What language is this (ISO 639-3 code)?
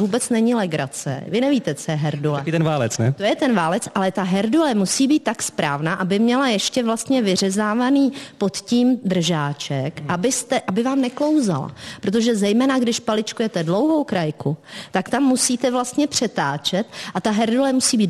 ces